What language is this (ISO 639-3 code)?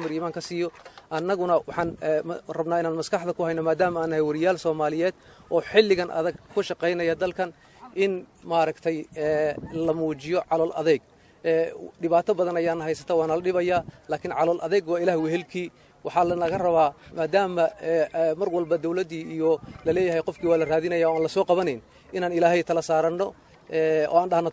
som